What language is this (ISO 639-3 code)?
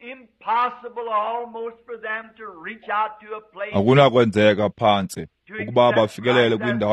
xho